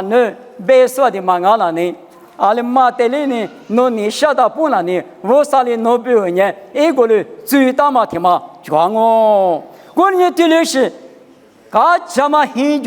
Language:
Lisu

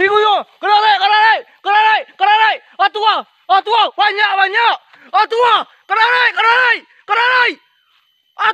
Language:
Minangkabau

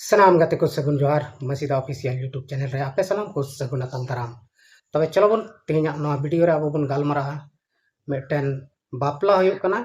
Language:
Santali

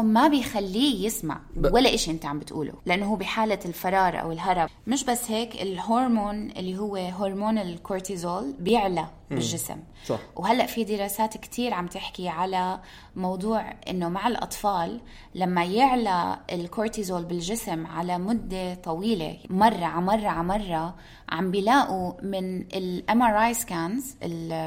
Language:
North Levantine Arabic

